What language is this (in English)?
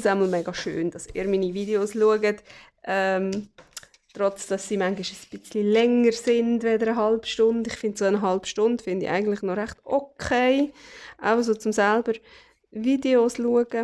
Swiss German